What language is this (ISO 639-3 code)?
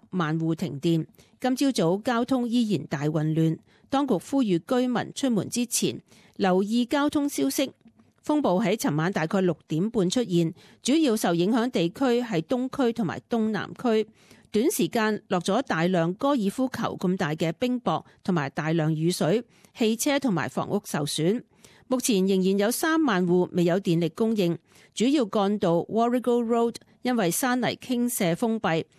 yue